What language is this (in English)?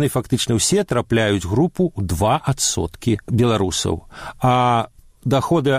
Belarusian